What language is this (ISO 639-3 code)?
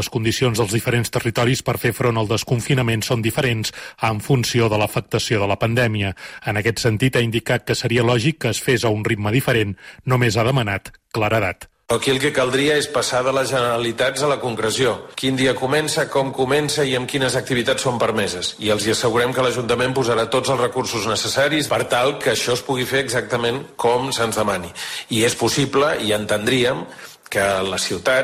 cat